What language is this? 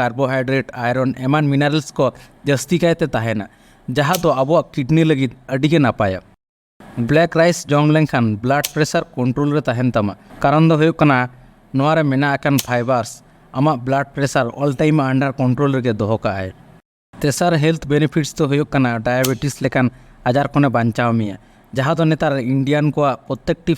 Santali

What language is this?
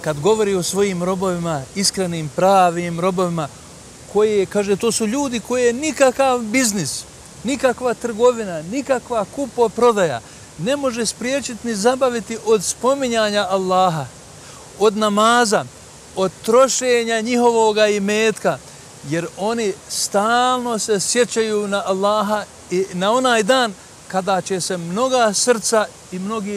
Bosnian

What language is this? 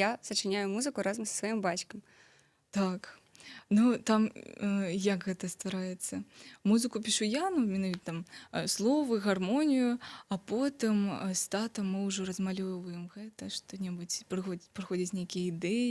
Belarusian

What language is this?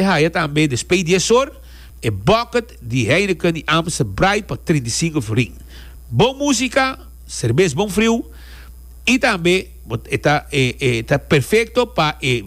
Papiamento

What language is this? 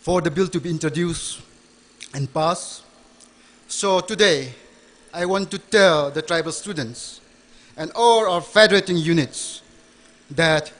Tangkhul Naga (India)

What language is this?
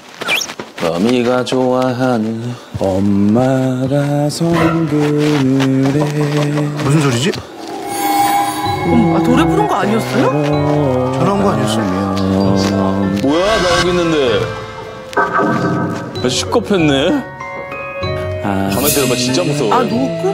Korean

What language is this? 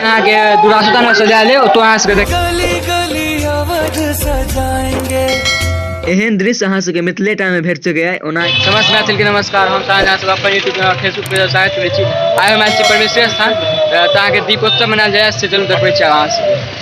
Maithili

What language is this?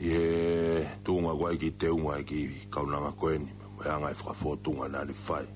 Tongan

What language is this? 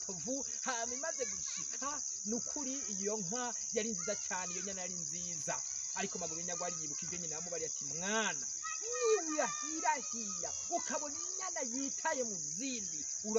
Rundi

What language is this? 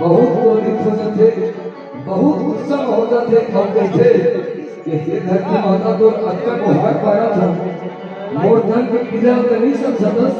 Chhattisgarhi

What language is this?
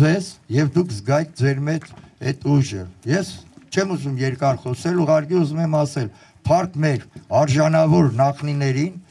Armenian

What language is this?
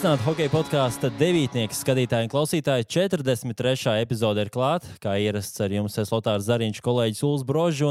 Latvian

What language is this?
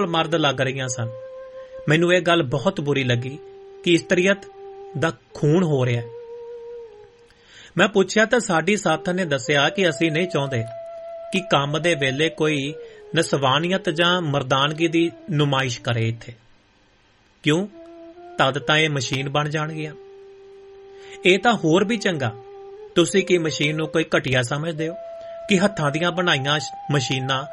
Punjabi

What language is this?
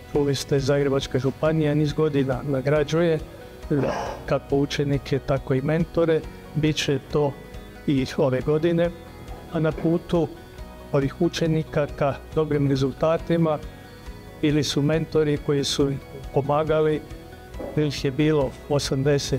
Croatian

